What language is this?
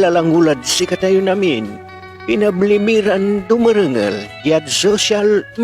Pangasinan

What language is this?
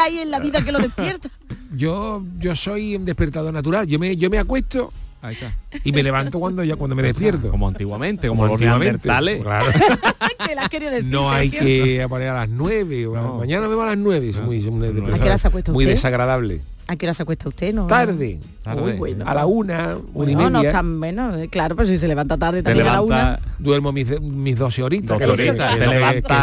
Spanish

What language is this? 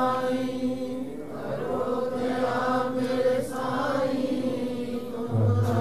Punjabi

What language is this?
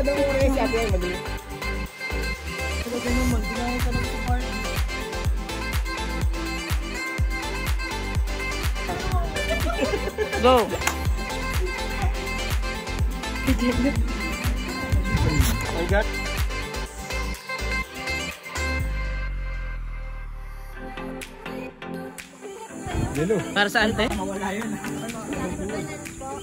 Filipino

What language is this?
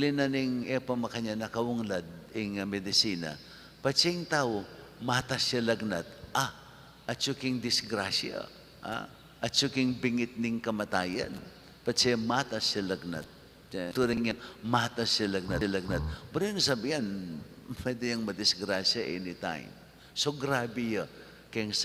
Pampanga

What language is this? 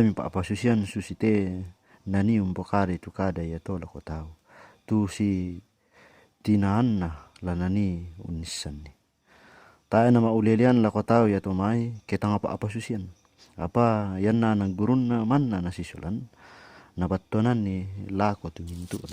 Toraja-Sa'dan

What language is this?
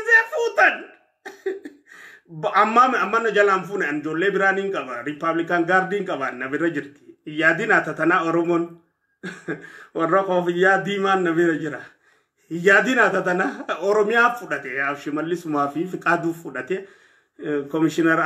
Oromo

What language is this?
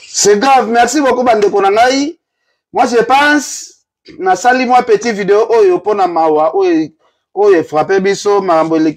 Lingala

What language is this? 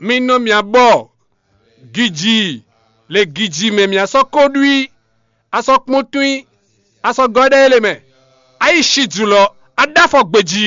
Fon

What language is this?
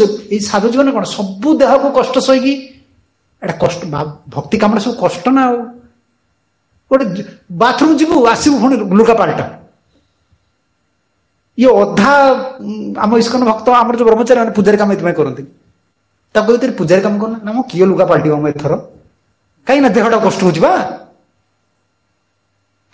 Odia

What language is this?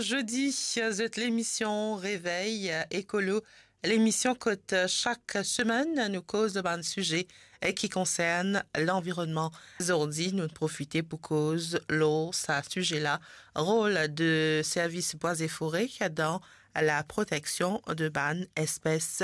Morisyen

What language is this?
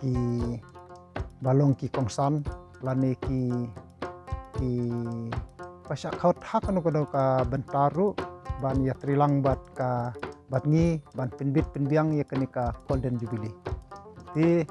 Khasi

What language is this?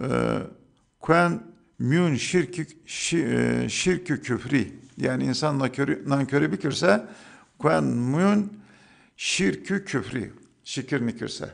Zaza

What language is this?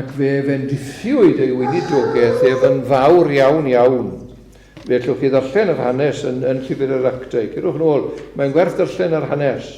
Welsh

